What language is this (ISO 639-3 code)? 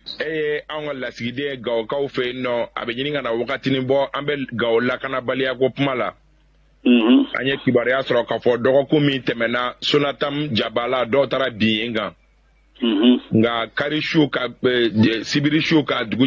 bam